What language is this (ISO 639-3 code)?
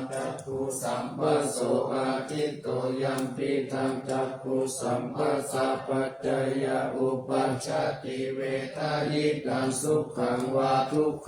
pli